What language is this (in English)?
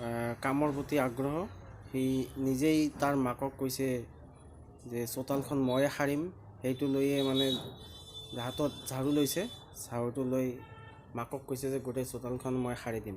Assamese